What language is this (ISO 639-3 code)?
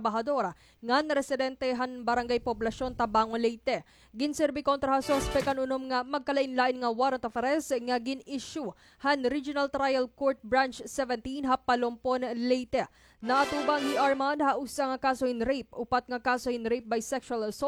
war